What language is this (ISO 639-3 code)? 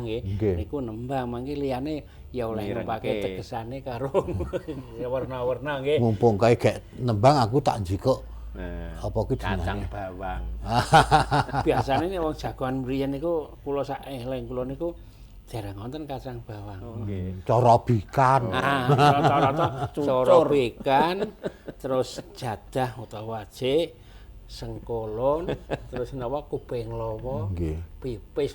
jav